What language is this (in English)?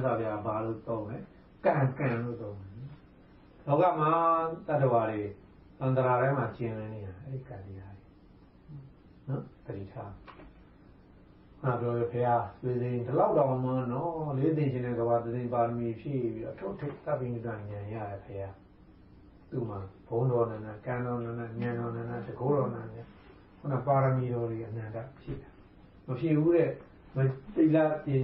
Burmese